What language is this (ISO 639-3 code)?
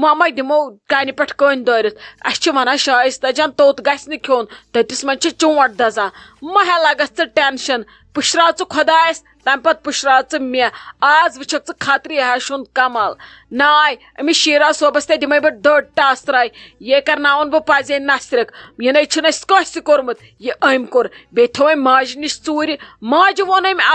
kas